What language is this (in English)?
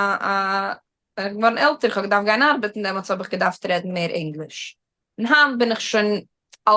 Yiddish